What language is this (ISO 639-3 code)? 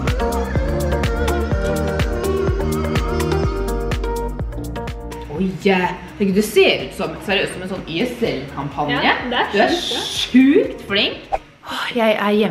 nor